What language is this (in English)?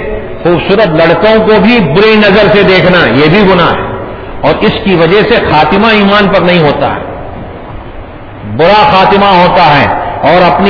Urdu